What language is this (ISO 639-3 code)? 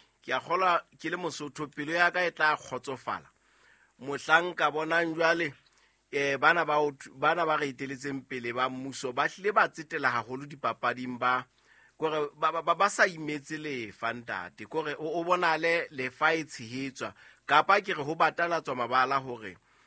sot